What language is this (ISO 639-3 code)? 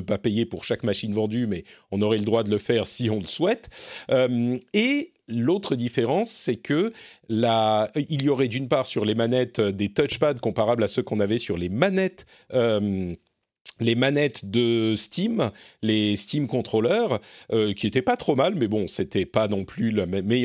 fra